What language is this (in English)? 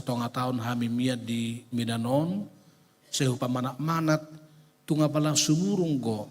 Batak Toba